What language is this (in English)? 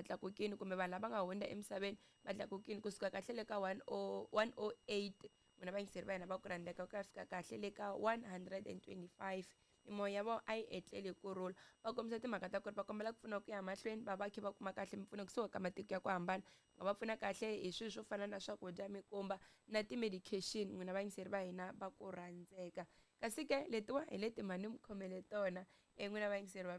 Tsonga